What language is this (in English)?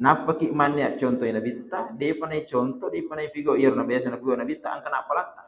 Buginese